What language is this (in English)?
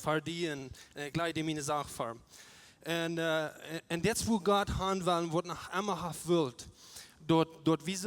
Plautdietsch